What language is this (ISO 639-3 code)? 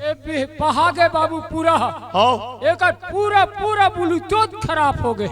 hne